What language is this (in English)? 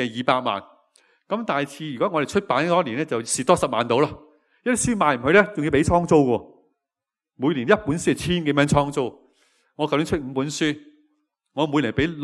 Cantonese